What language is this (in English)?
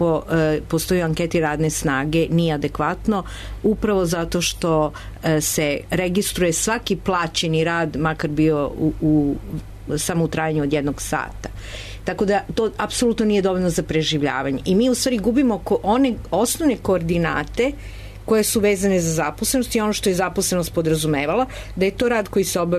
Serbian